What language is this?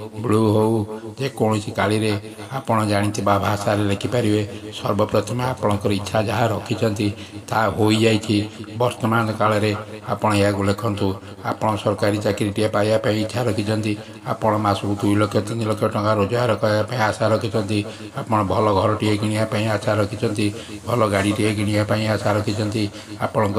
Odia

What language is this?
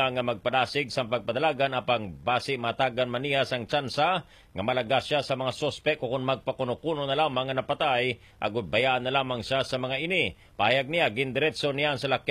Hiligaynon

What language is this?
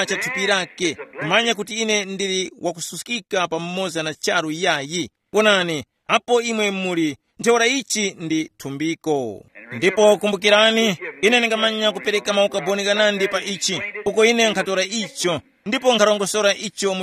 Tumbuka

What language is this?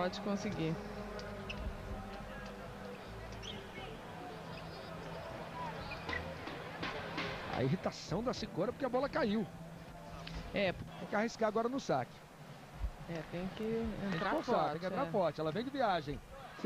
Portuguese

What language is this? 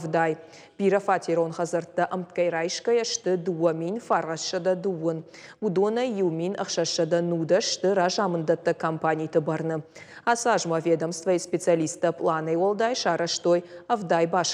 Ossetic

